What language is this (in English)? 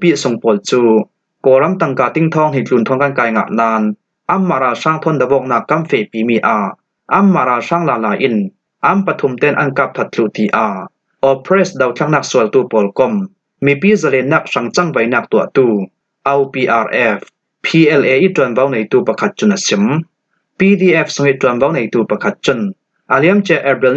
Falam Chin